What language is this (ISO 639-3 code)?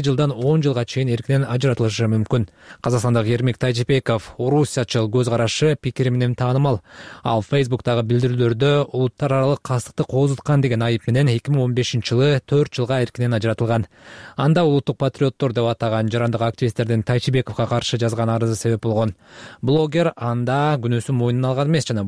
kir